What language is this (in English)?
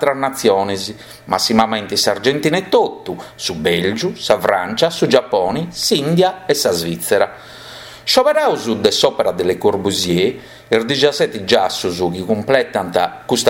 Sardinian